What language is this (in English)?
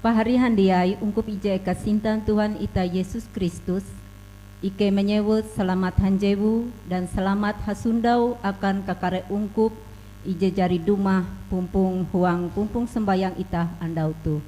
Ngaju